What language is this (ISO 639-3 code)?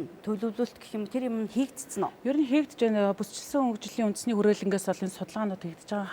mon